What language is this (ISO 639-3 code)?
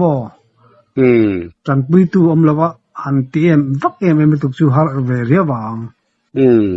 lus